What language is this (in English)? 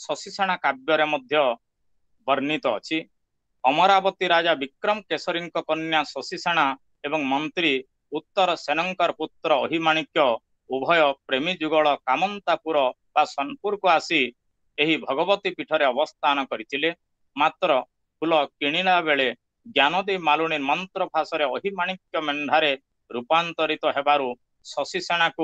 Odia